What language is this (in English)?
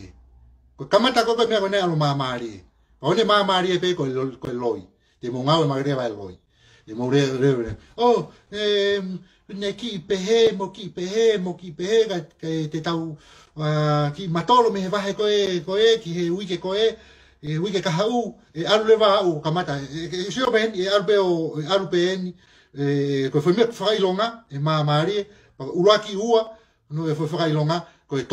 Tongan